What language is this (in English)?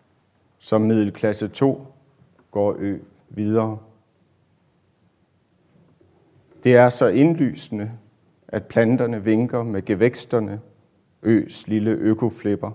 Danish